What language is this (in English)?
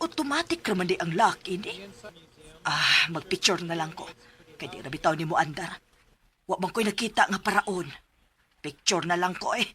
Cebuano